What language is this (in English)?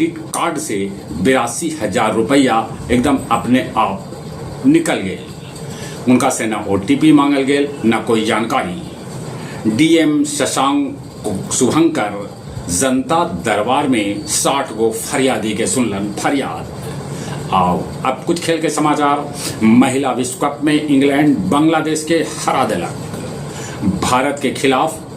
Magahi